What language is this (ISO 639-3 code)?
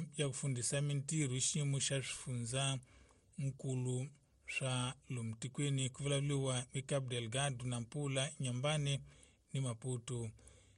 tso